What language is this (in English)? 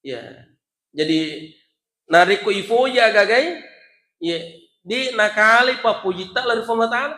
Buginese